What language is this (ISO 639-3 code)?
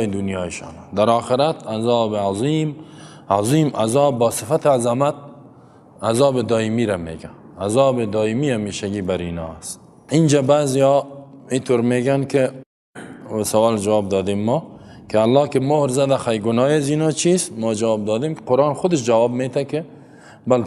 fas